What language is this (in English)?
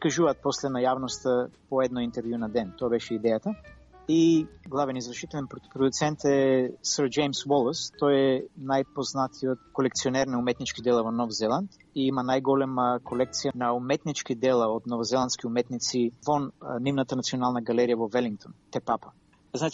Macedonian